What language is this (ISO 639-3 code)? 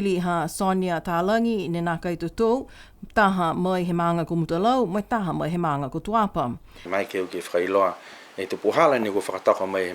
niu